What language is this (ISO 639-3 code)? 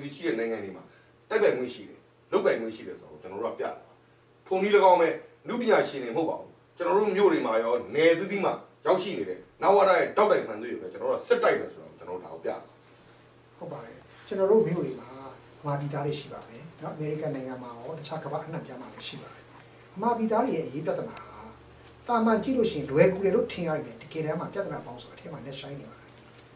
mya